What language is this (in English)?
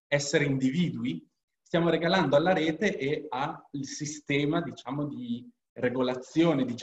Italian